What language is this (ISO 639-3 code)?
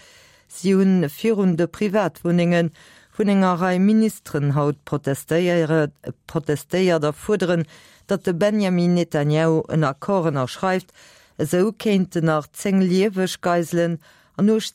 ltz